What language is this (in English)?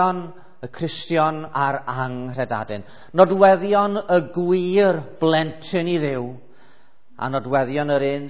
Welsh